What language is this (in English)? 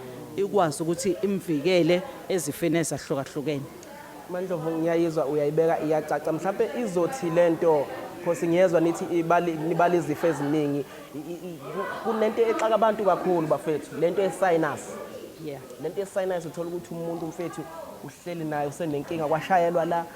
Zulu